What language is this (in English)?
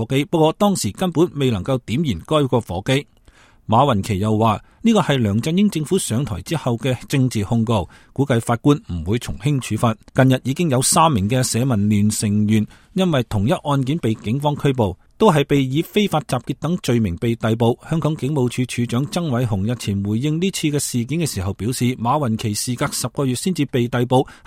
Cantonese